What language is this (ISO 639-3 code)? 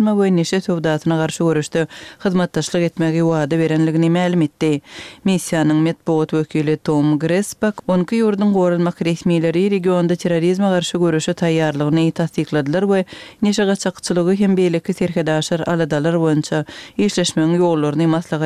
kir